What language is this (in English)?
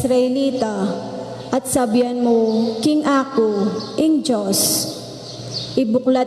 Pampanga